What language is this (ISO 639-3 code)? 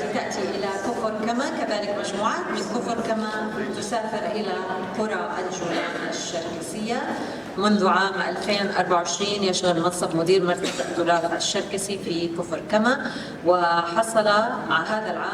apc